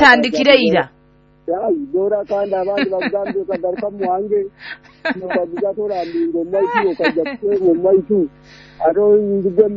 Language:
Nyoro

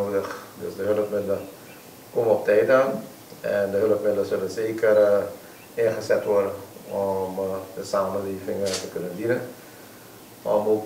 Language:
Dutch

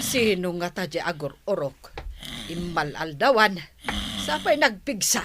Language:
Iloko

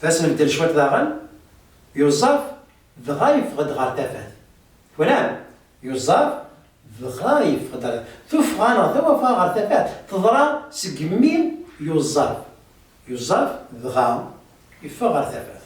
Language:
Kabyle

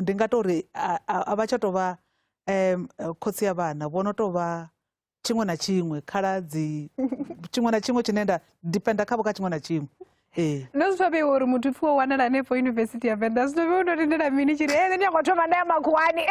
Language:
Venda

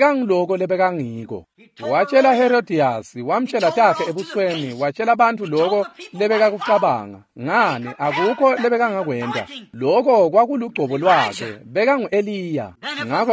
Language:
Swati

